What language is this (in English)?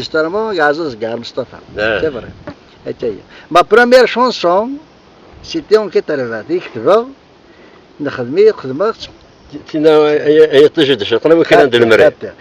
Kabyle